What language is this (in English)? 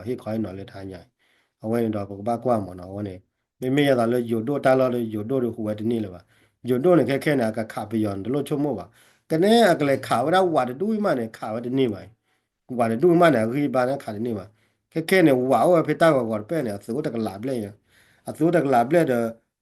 S'gaw Karen